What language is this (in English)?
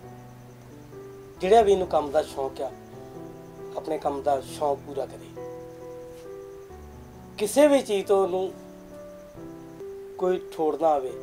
Punjabi